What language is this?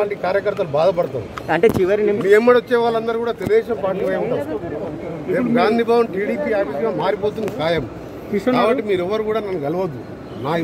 Telugu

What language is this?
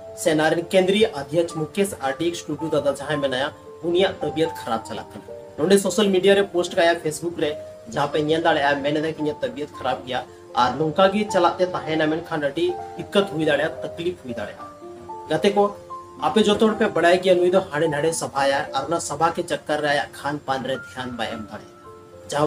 Santali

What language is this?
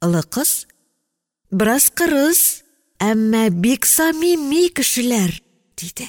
Tatar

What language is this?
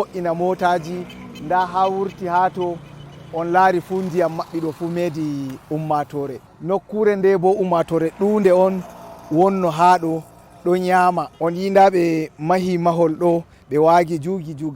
Fula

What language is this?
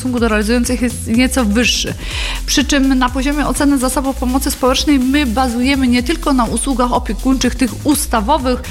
Polish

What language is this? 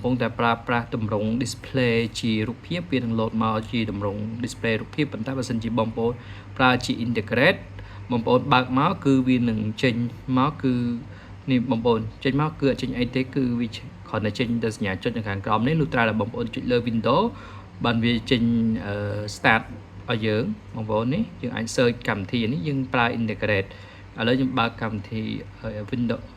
Khmer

